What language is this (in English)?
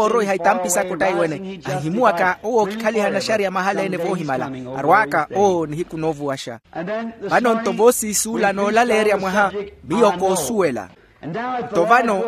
Makhuwa